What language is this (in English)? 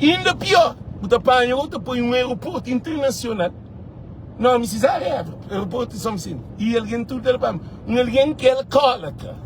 Kabuverdianu